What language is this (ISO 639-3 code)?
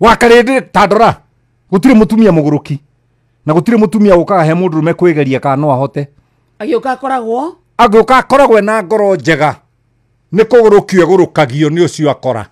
kik